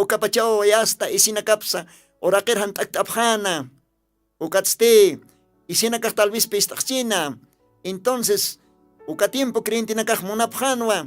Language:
Aymara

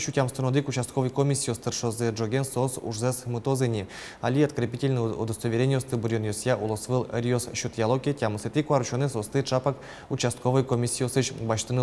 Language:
Udmurt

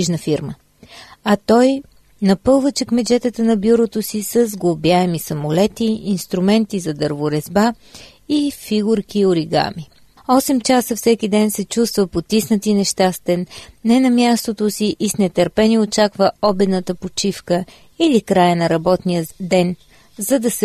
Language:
Bulgarian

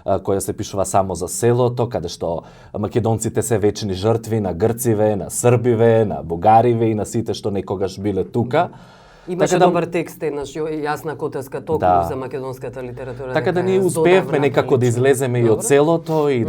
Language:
Macedonian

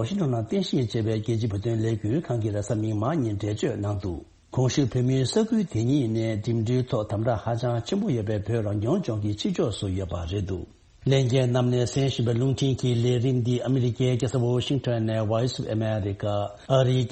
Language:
Tibetan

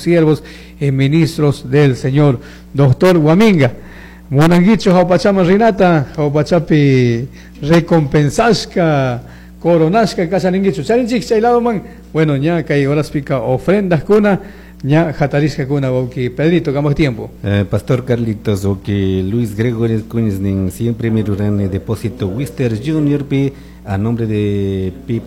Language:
Chimborazo Highland Quichua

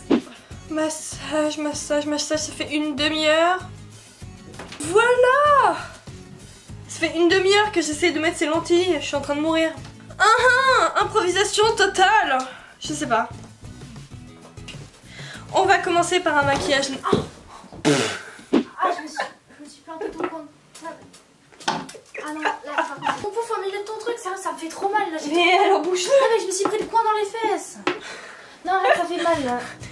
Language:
French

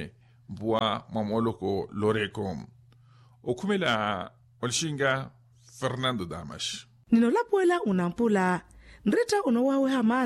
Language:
Makhuwa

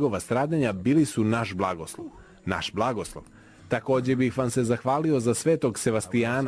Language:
Serbian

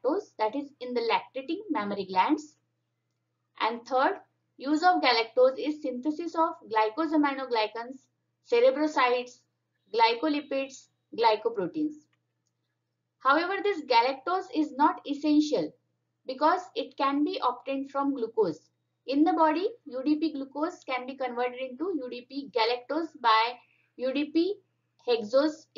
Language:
English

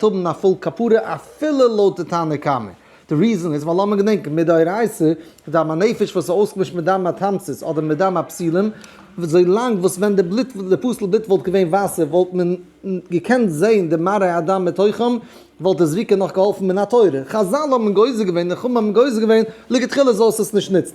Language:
Yiddish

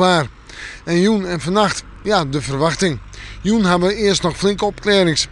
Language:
Western Frisian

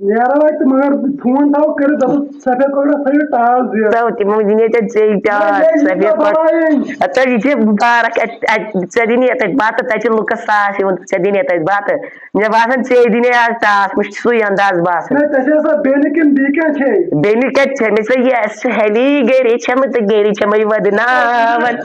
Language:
Kashmiri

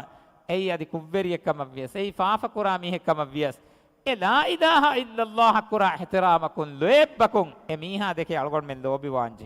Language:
Divehi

